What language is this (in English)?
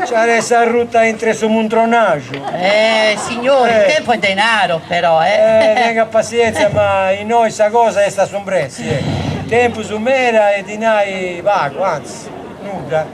Sardinian